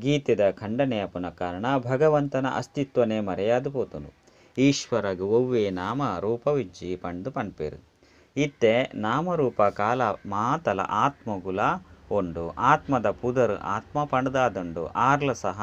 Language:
Tulu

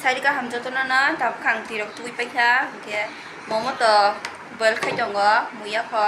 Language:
Kok Borok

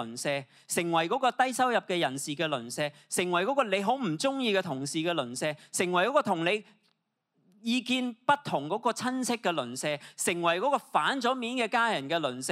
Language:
Cantonese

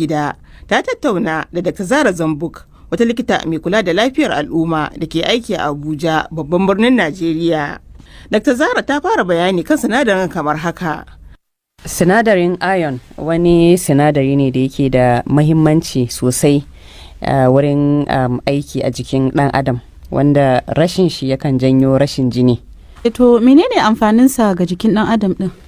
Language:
Hausa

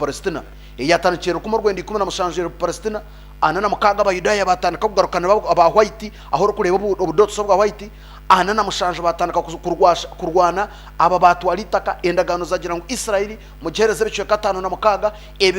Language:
Nyankole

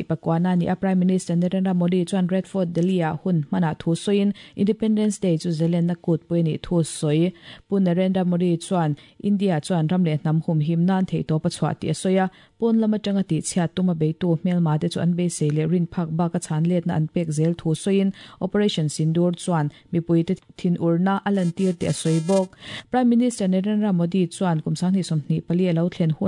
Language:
Mizo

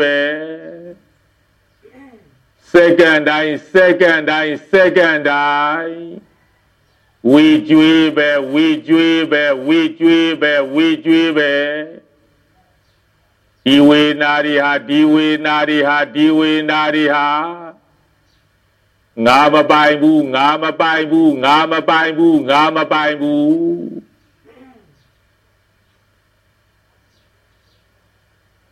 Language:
Burmese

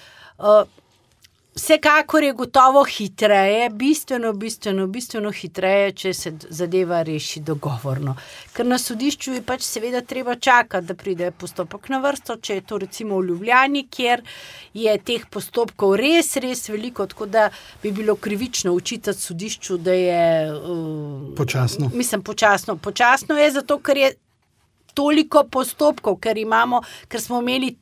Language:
Slovenian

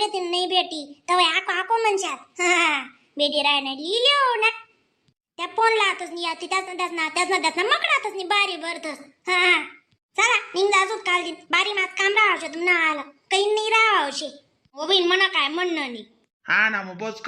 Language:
Khandesi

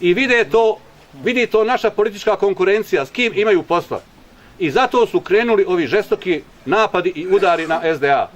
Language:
Bosnian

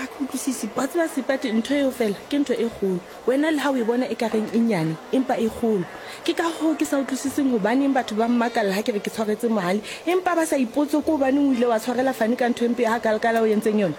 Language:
Southern Sotho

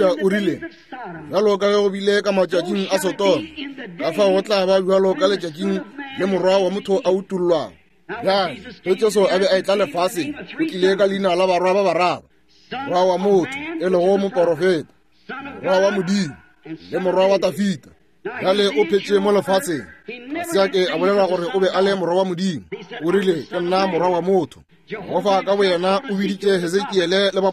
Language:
Northern Sotho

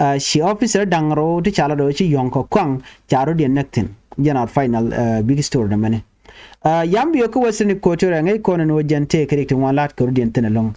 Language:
Nuer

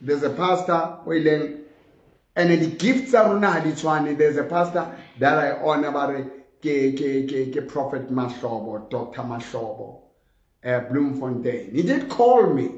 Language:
Southern Sotho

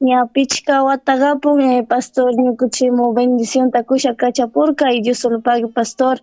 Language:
Chimborazo Highland Quichua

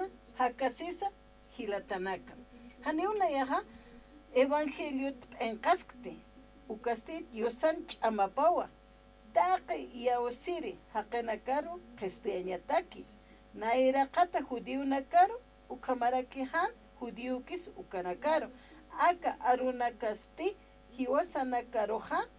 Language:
Aymara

